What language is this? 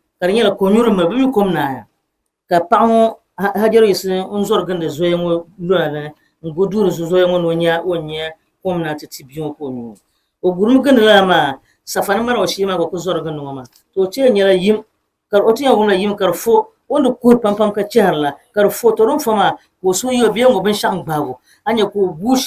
Dagbani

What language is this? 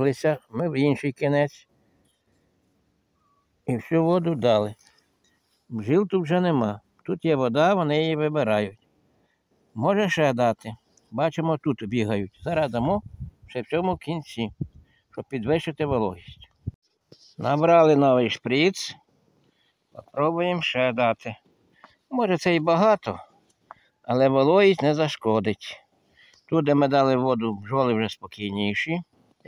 Ukrainian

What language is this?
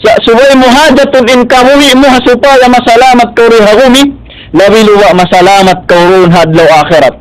Tausug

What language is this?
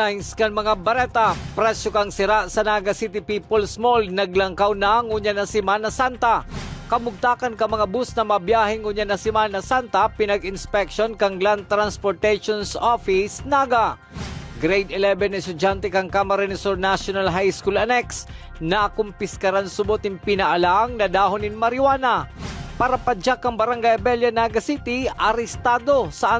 Bikol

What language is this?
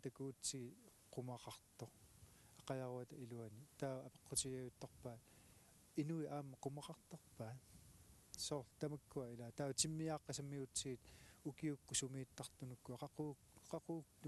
Kalaallisut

